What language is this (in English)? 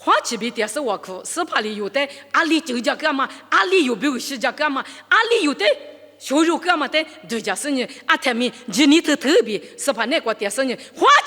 Lisu